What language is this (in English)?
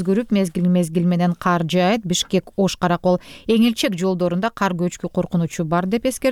Kyrgyz